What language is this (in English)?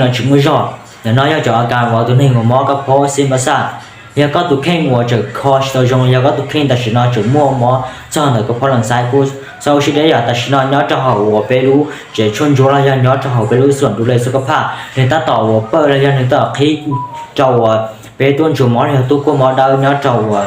Hmong